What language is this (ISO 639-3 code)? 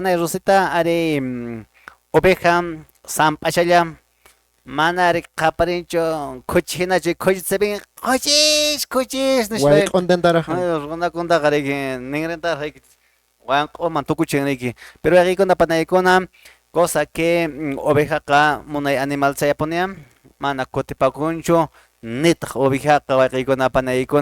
que